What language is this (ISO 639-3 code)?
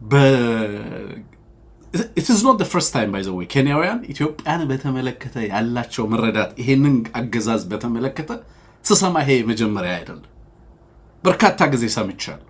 amh